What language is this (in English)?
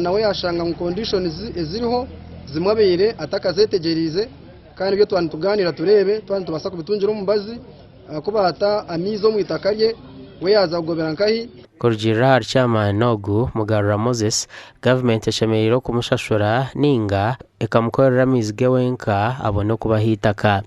Nyankole